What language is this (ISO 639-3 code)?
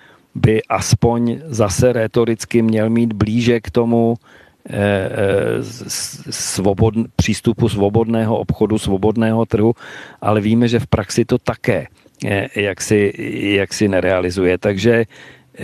ces